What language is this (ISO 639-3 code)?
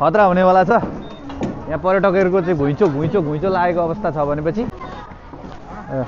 nep